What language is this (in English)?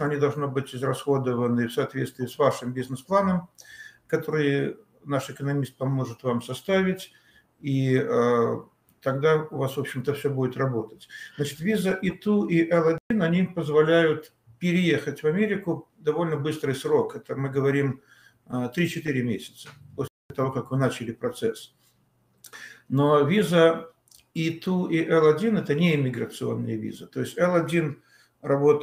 Russian